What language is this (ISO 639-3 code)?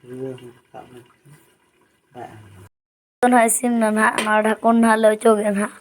sat